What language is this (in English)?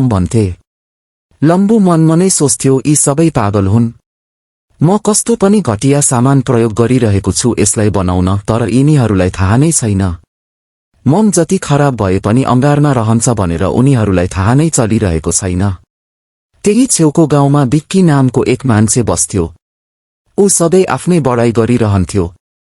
Nepali